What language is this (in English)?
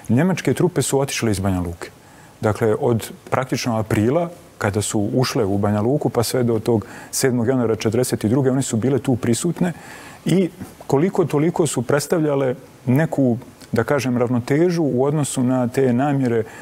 Bosnian